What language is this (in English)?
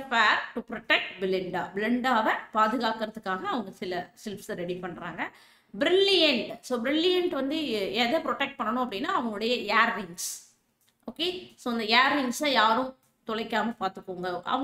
Tamil